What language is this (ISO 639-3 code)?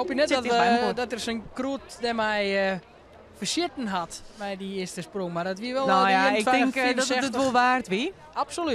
fry